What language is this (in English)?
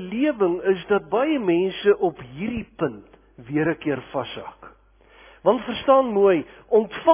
Afrikaans